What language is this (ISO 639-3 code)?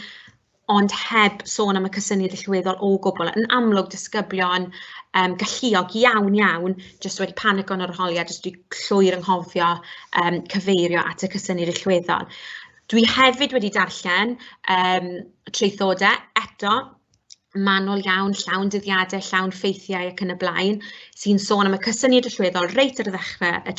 cym